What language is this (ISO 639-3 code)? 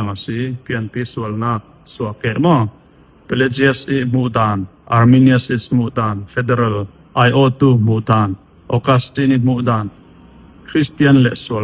cfm